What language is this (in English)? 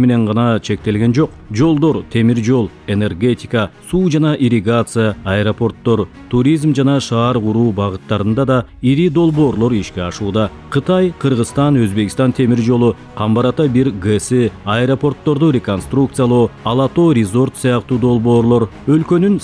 Kyrgyz